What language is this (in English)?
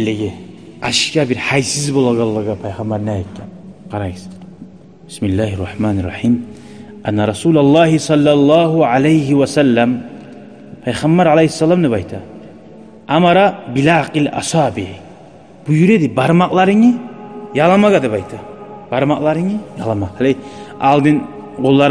Kumyk